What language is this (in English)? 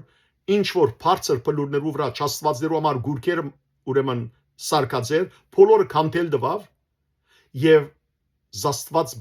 Western Armenian